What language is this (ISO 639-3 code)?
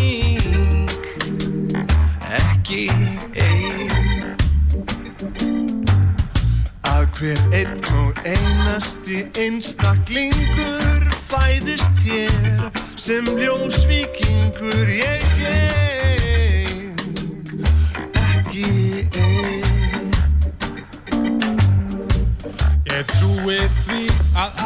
isl